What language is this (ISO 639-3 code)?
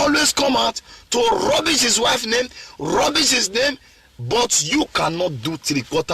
pcm